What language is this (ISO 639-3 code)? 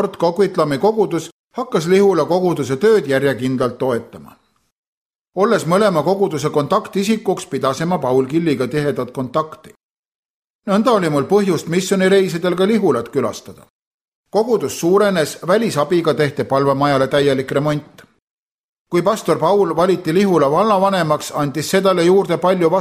est